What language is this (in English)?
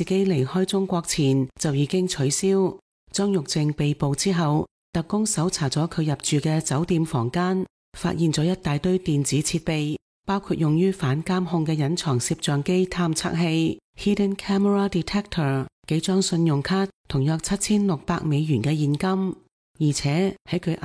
Cantonese